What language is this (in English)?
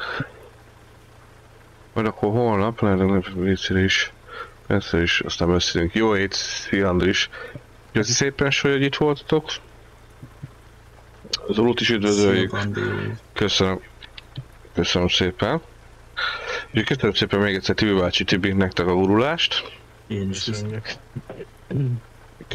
Hungarian